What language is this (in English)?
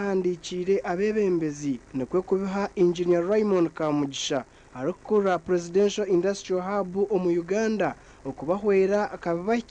Nyankole